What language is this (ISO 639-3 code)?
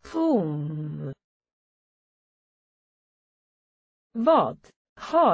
swe